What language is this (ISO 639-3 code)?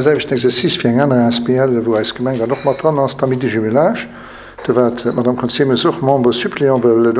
ltz